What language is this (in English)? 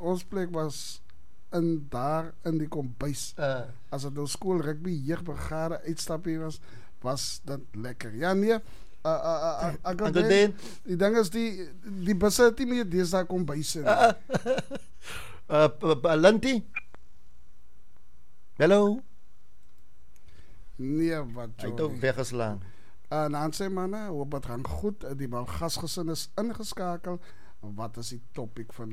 Afrikaans